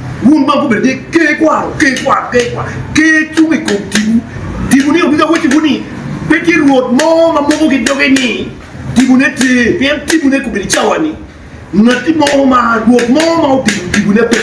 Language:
Acoli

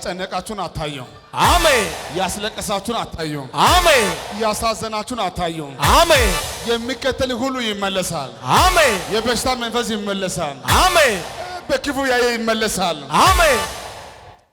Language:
Amharic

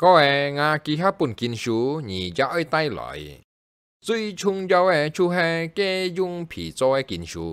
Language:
Hakka Chinese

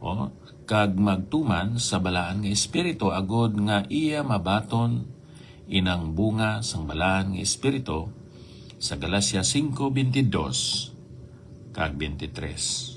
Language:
Hiligaynon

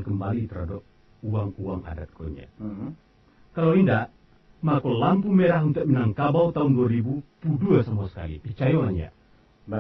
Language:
Minangkabau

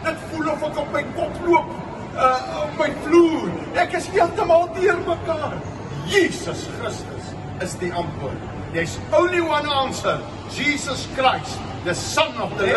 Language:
Afrikaans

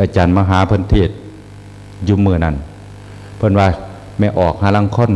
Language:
Northeastern Thai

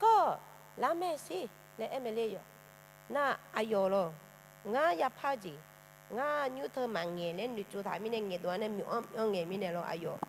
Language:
Akha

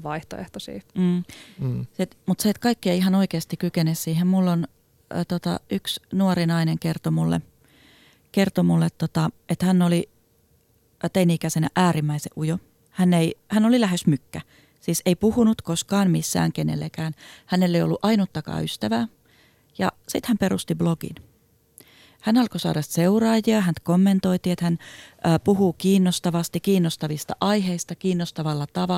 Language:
Finnish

